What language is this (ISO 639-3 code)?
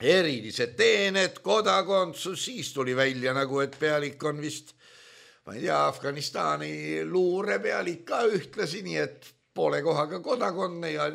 est